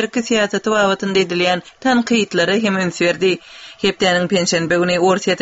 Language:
Turkmen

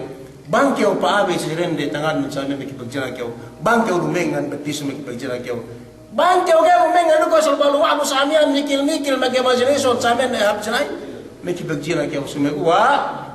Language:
Yakan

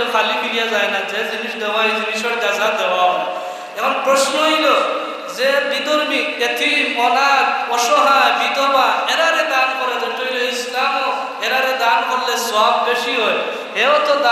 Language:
Sylheti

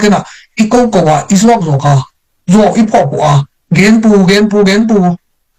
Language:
Tedim Chin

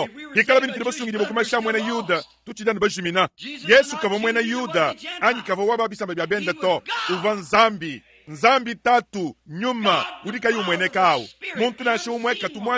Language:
Luba-Lulua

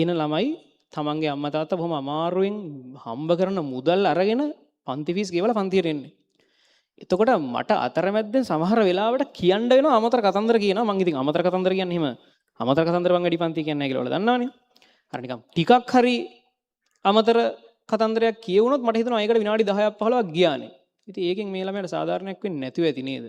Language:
Sinhala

